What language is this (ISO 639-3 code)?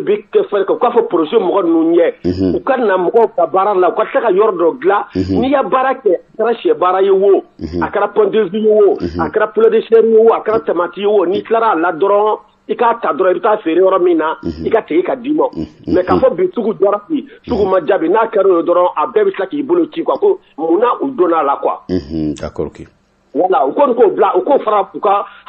bam